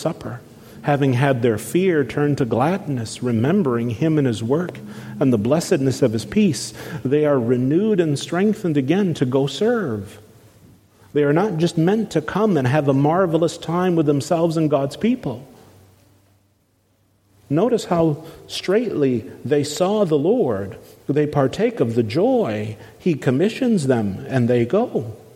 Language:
English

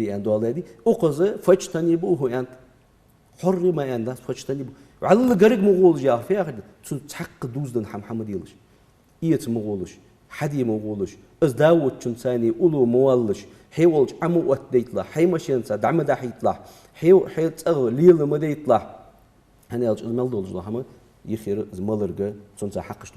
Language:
Ingush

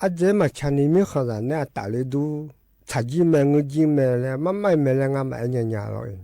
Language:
Akha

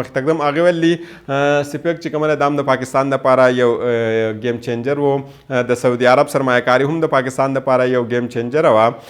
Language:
Pashto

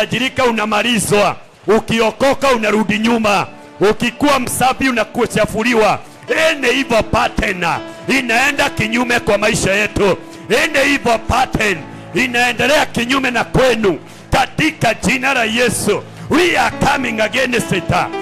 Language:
Swahili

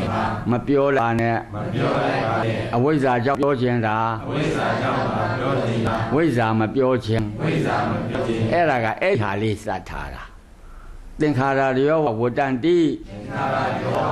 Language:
Burmese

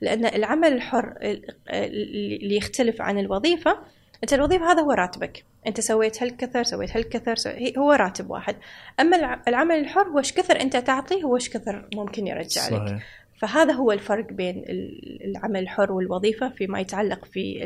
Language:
Gulf Arabic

